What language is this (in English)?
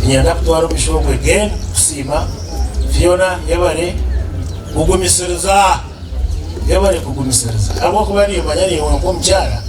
Nyankole